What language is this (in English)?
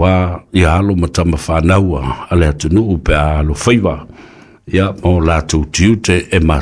Samoan